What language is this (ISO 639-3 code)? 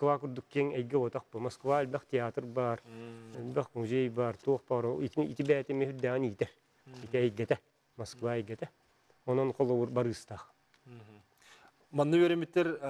sah